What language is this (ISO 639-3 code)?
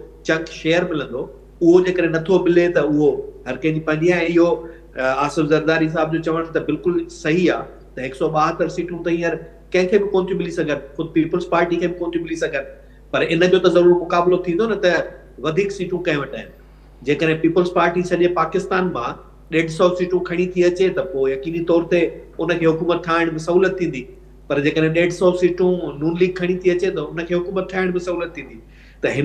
snd